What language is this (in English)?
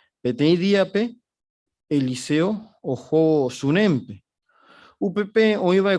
Guarani